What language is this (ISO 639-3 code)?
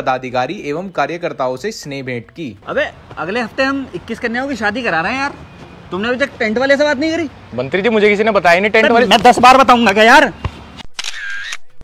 hin